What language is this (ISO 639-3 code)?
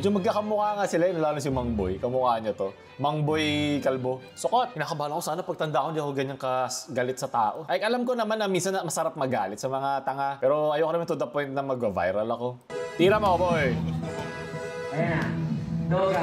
fil